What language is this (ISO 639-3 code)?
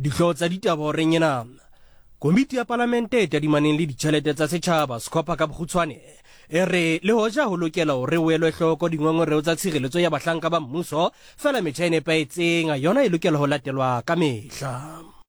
sot